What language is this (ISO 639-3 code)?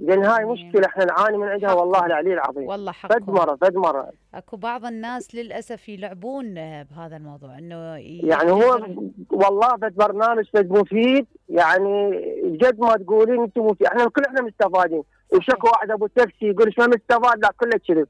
acm